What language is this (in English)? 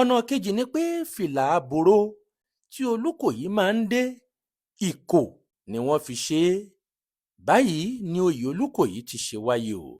Yoruba